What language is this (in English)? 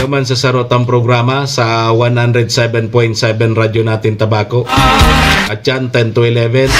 Bikol